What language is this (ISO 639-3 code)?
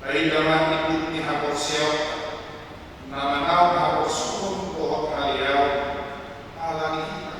bbc